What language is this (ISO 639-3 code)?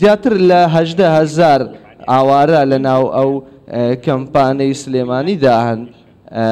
ckb